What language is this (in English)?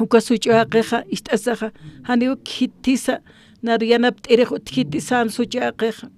Aymara